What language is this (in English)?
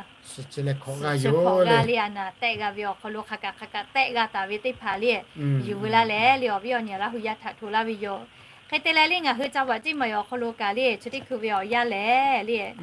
Lahu